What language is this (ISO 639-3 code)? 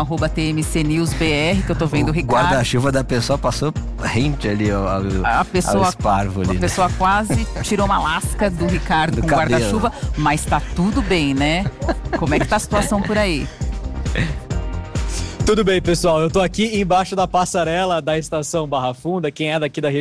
por